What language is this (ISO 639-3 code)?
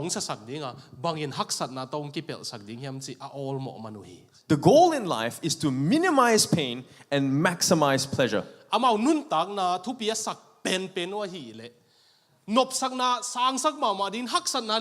ctd